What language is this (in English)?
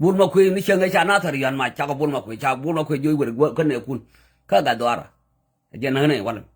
Nuer